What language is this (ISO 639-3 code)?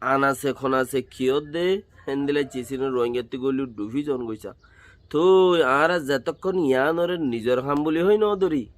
rhg